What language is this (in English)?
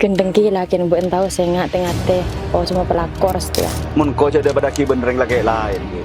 Madurese